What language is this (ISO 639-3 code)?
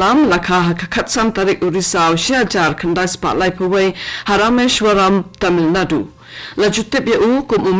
kha